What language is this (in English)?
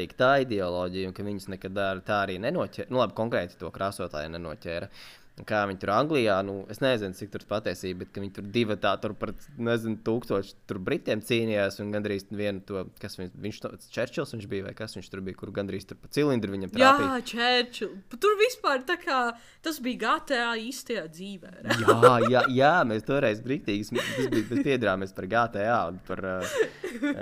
Latvian